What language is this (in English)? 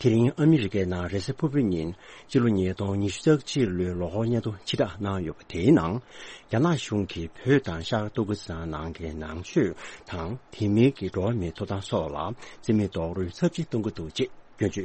Tibetan